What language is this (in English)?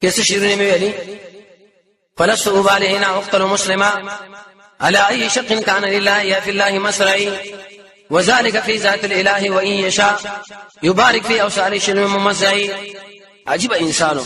Pashto